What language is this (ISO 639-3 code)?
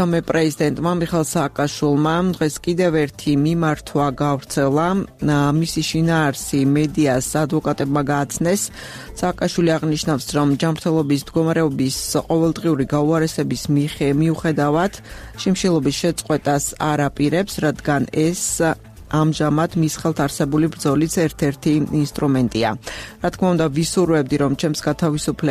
kat